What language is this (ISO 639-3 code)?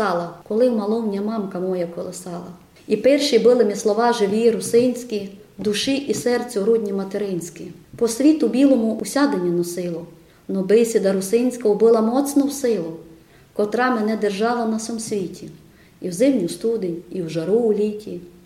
rue